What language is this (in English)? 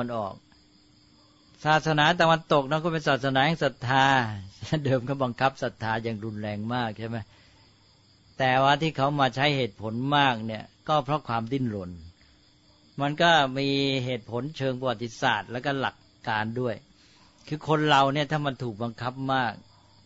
Thai